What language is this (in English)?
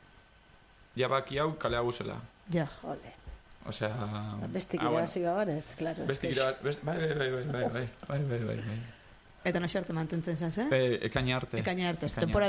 Basque